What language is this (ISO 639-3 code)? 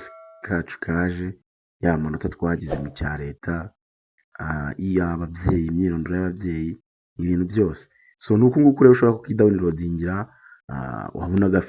kin